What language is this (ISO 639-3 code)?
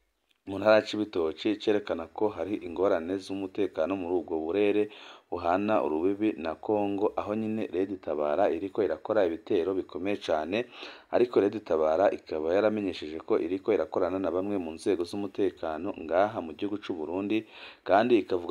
run